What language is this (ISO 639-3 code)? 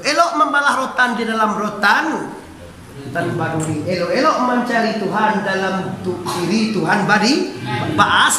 min